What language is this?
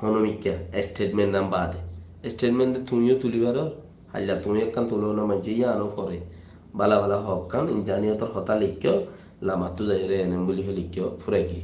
Rohingya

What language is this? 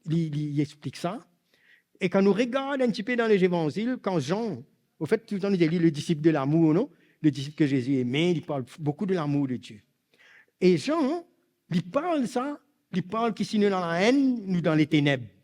Morisyen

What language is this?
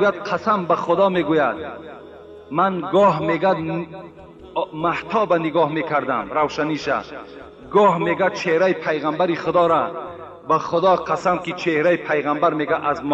Tajik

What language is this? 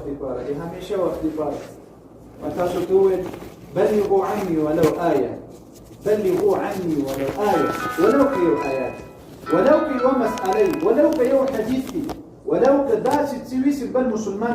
Pashto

